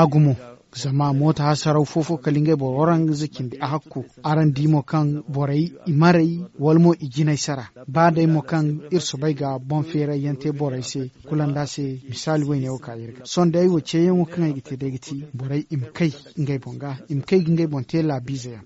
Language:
Zarma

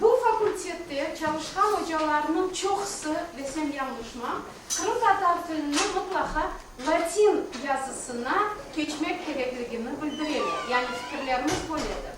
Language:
Crimean Tatar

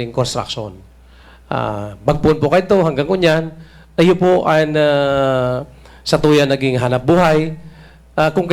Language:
Bikol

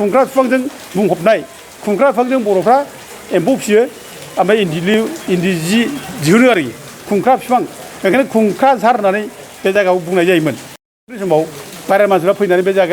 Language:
Bodo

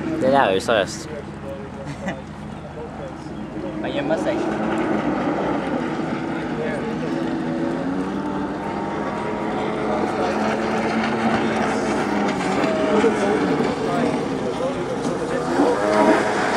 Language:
Norwegian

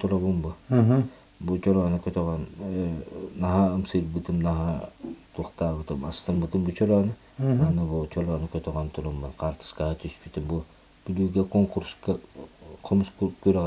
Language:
Yakut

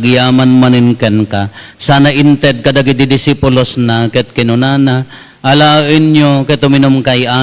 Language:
Iloko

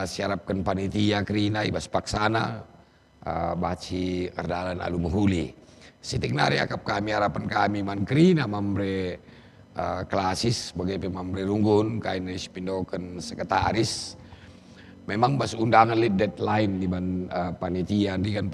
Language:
Batak Karo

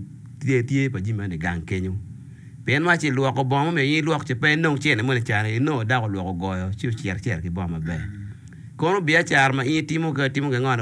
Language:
Acoli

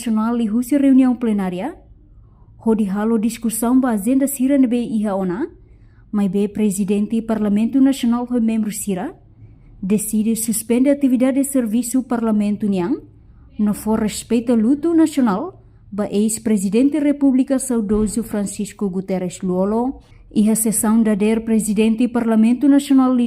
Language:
Tetum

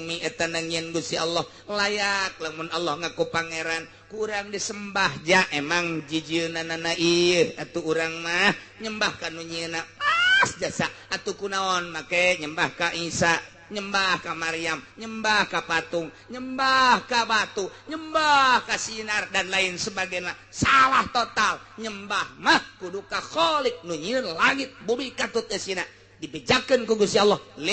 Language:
Sundanese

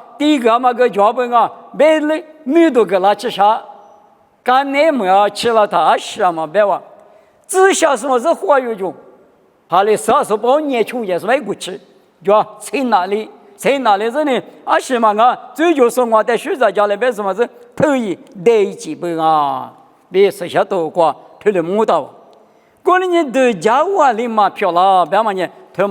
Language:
Lisu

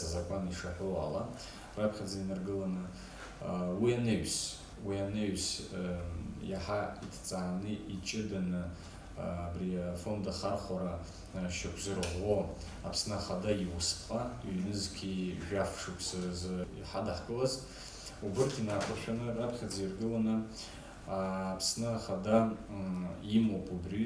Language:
Abkhazian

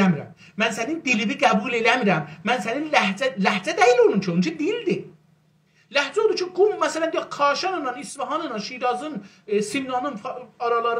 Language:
South Azerbaijani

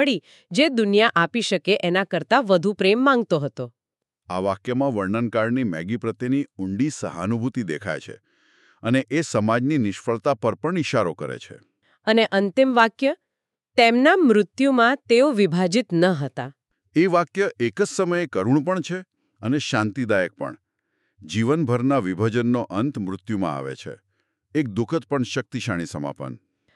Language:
Gujarati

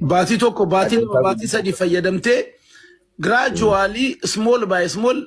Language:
Oromo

